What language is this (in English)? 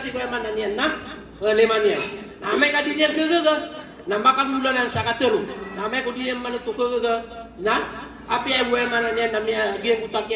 Maranao